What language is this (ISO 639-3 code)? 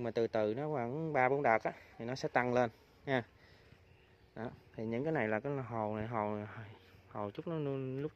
vie